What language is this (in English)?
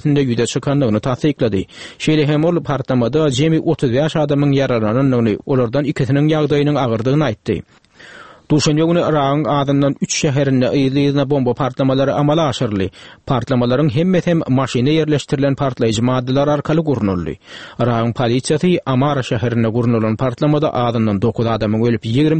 Turkmen